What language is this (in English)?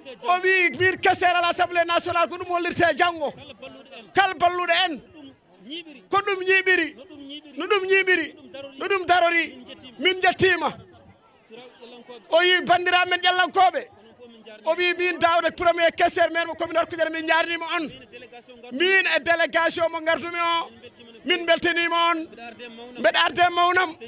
Fula